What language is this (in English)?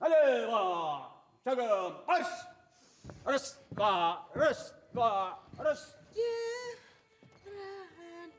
Bashkir